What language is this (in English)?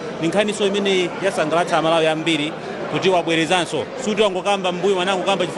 Nyanja